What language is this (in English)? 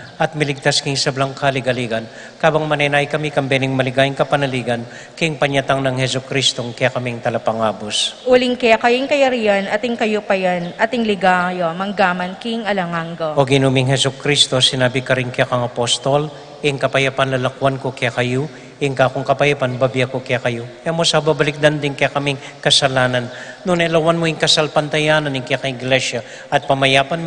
Pampanga